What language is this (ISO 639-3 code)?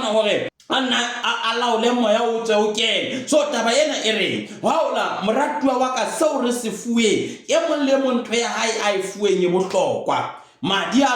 sot